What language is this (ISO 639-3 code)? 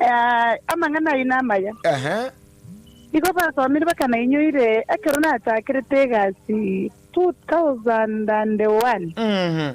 guz